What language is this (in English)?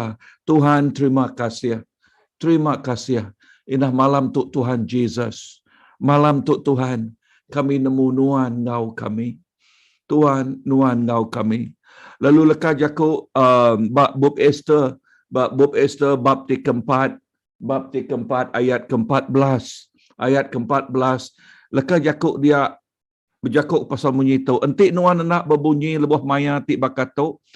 Iban